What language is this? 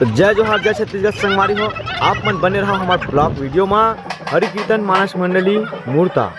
Chhattisgarhi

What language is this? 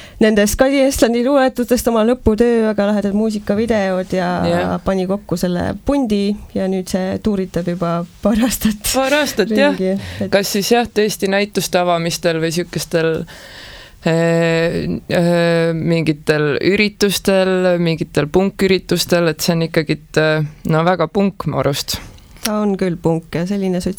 Estonian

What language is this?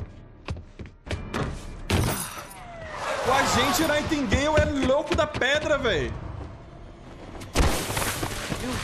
Portuguese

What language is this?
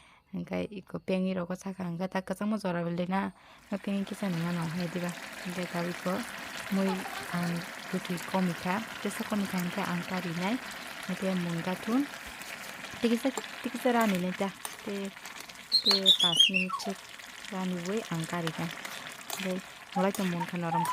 Kok Borok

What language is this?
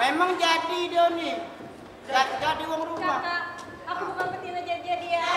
Musi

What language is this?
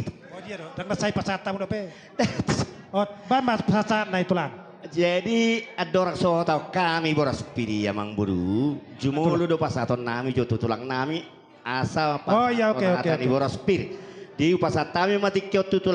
Batak Toba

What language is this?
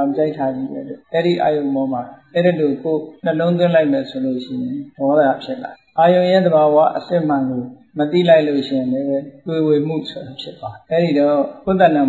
Burmese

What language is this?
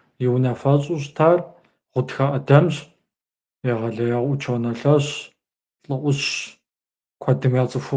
Kabardian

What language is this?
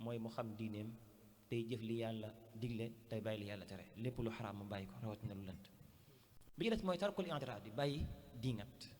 Wolof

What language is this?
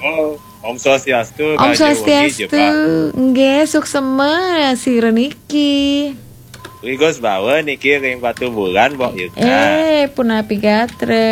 Balinese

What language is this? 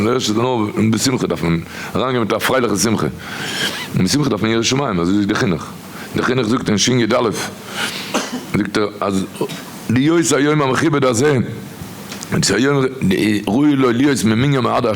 Yiddish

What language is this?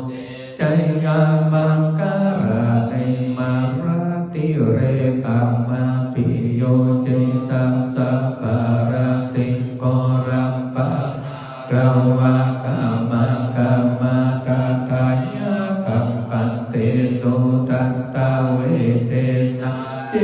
Pali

